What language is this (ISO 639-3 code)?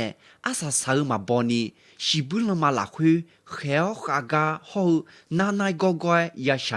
ahk